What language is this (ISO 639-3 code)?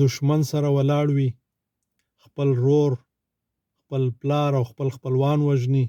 pus